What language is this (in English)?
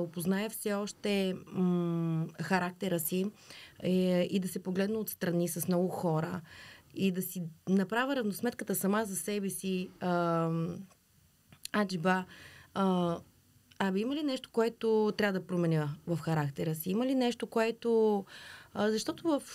Bulgarian